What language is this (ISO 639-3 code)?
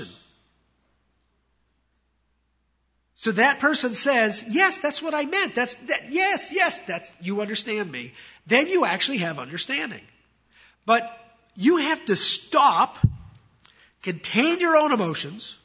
eng